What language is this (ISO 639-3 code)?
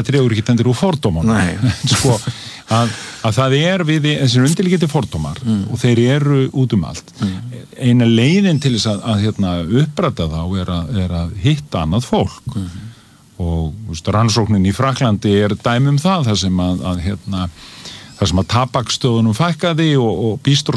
isl